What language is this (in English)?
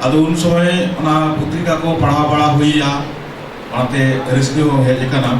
Santali